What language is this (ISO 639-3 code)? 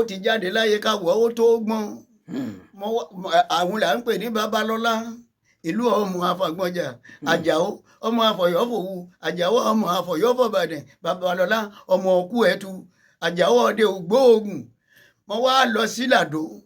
yor